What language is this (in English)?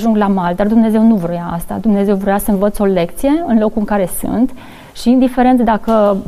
Romanian